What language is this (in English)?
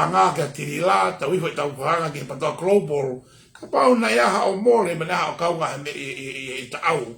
Tongan